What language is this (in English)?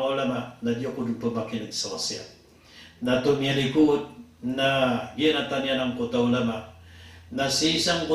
Maranao